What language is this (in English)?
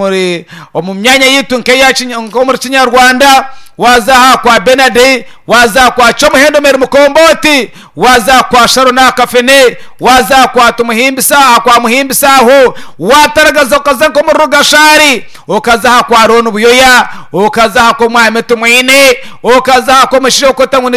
Nyankole